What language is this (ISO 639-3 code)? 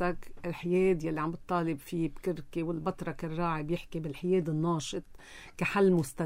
apc